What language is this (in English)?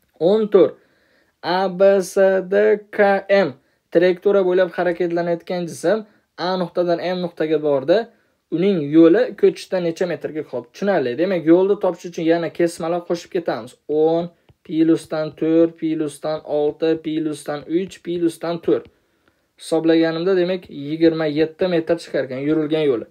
Uzbek